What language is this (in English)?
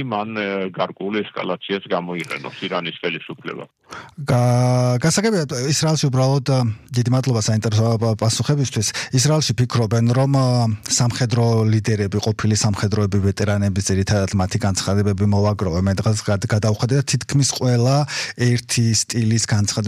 Georgian